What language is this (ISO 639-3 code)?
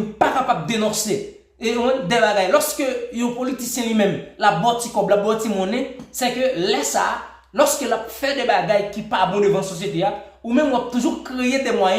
hat